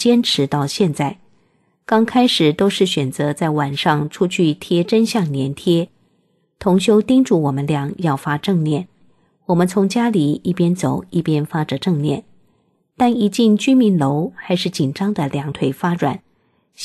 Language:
Chinese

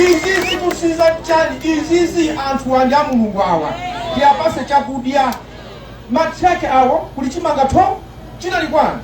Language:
Nyanja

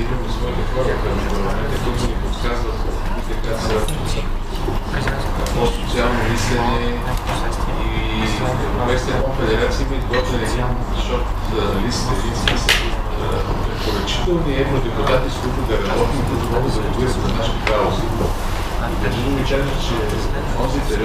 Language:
Bulgarian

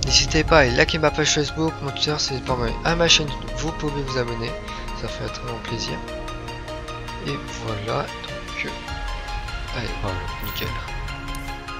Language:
French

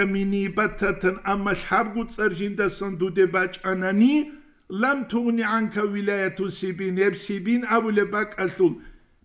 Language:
Avaric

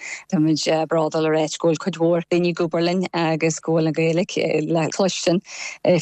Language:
Irish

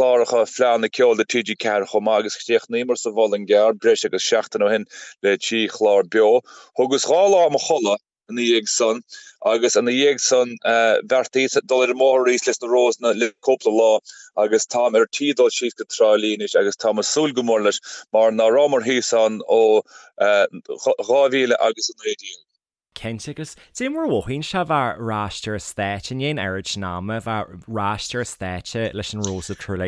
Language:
Irish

